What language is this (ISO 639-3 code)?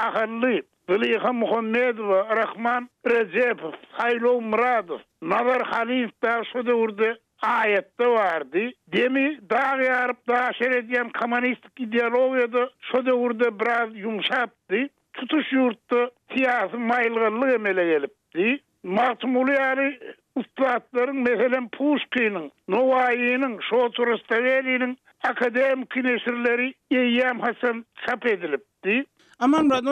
tuk